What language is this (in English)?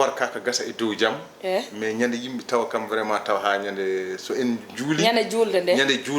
Fula